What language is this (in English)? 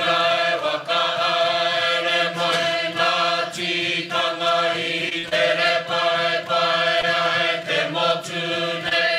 Māori